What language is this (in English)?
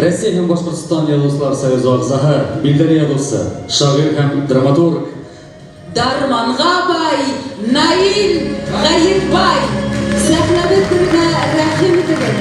Bashkir